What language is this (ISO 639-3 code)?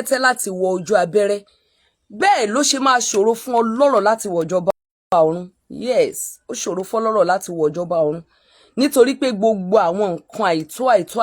yor